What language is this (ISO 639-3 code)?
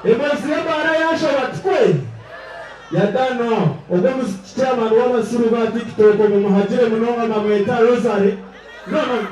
nyn